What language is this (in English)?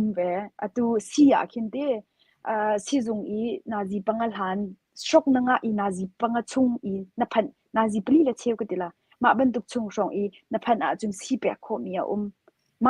Hakha Chin